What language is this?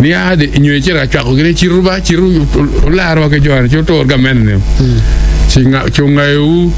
Acoli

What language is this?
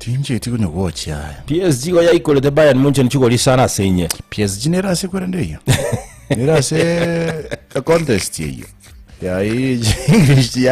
Gusii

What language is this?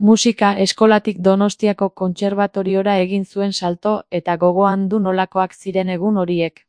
Basque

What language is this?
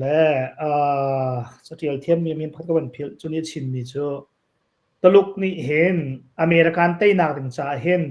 Hakha Chin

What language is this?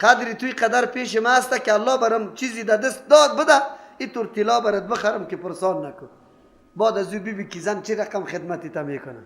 Persian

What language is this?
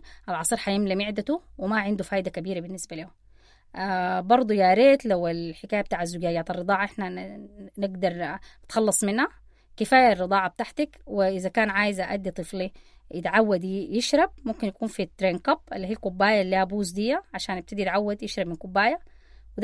Sudanese Arabic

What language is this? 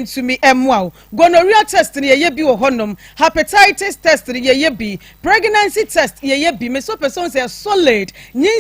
Akan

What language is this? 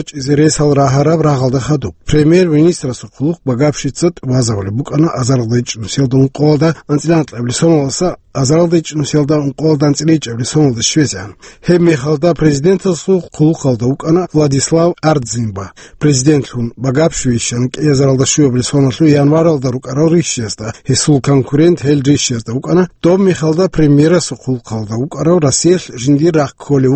Avaric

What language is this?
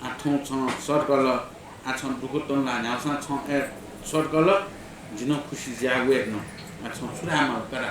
Newari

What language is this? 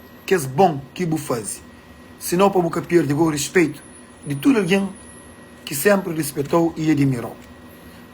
Kabuverdianu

